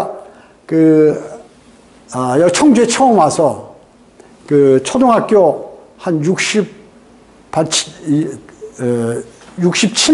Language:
Korean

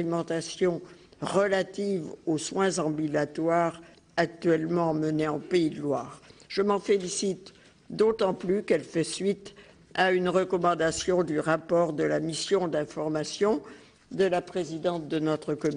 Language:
French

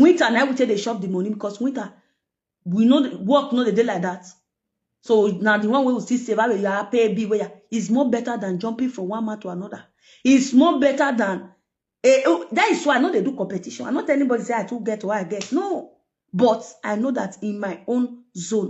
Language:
Nigerian Pidgin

